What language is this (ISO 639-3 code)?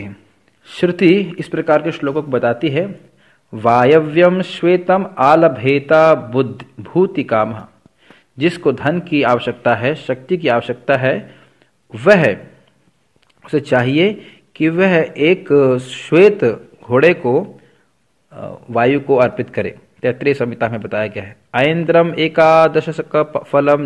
hin